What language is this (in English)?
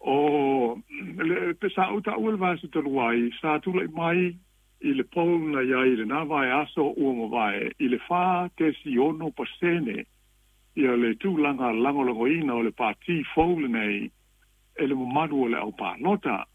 Samoan